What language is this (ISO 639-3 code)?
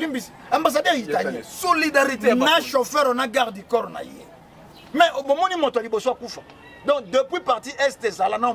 lin